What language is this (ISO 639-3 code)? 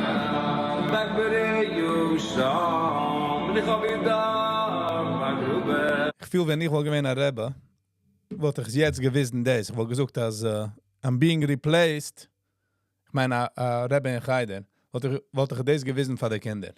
yid